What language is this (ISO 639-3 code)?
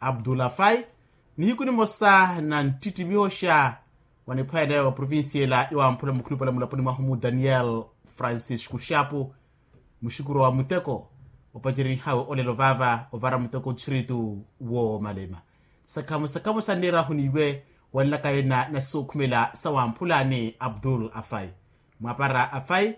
vmw